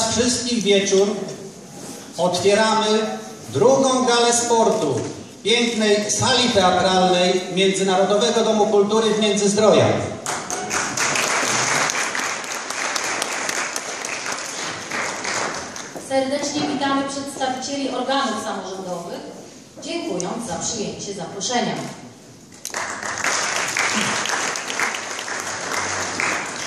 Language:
Polish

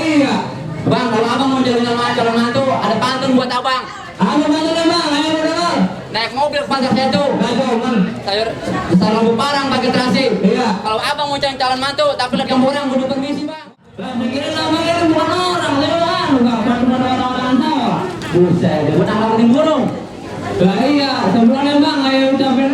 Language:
Betawi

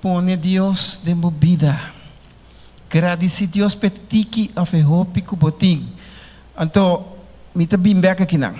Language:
Papiamento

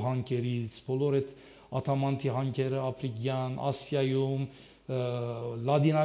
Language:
Armenian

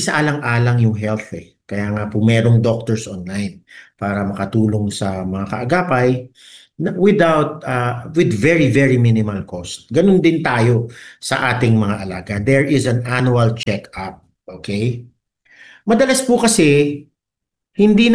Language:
Filipino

